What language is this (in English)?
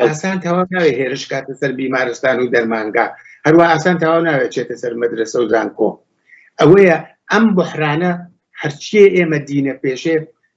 Central Kurdish